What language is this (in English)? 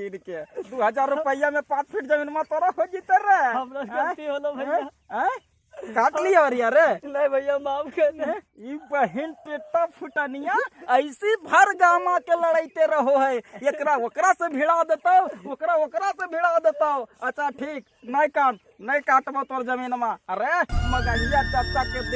Magahi